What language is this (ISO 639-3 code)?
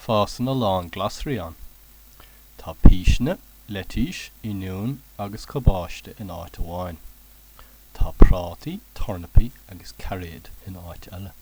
gle